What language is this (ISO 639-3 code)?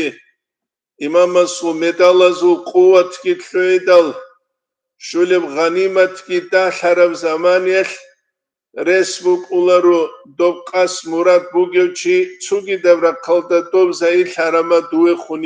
ava